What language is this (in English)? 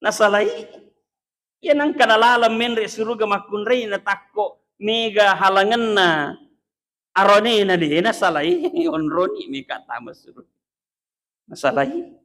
Buginese